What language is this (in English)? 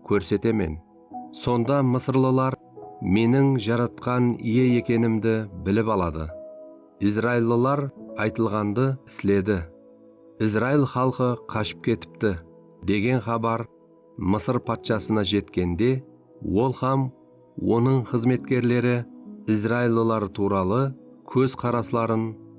Kara-Kalpak